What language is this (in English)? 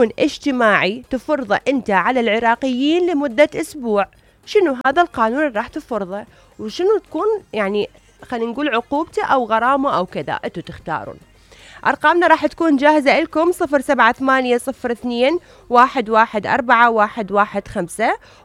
Mesopotamian Arabic